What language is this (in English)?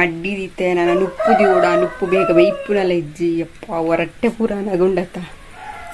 Tulu